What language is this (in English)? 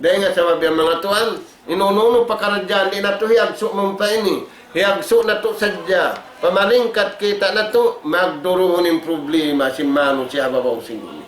Tausug